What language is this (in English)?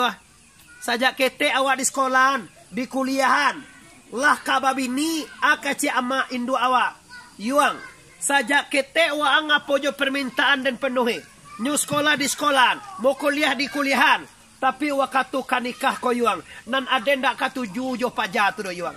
Minangkabau